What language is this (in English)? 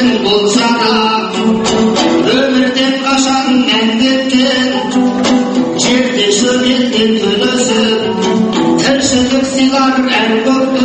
Kazakh